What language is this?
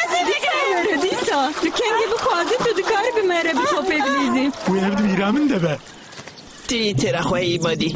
Kurdish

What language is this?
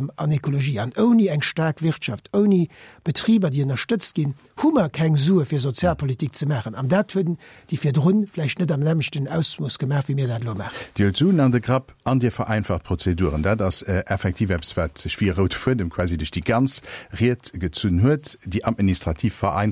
Luxembourgish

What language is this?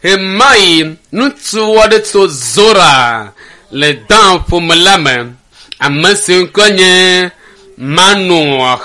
Ewe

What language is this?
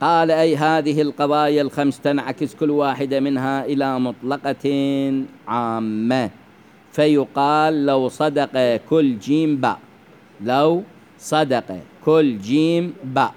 Mesopotamian Arabic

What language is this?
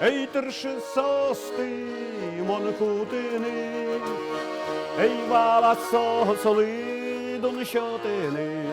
Udmurt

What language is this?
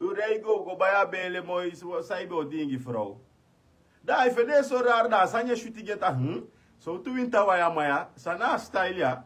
Sranan Tongo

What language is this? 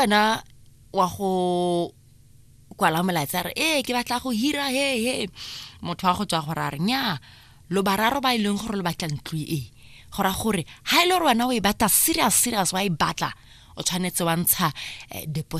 Tswana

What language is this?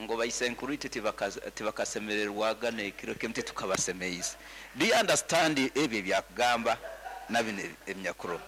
Nyankole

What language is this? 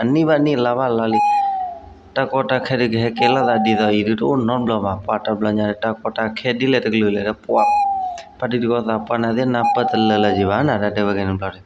S'gaw Karen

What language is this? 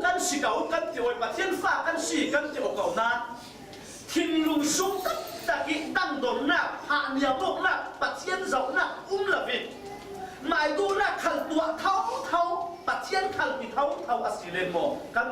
Falam Chin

